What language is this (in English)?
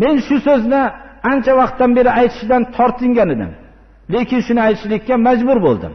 Uzbek